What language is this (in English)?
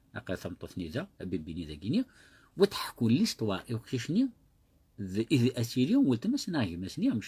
Kabyle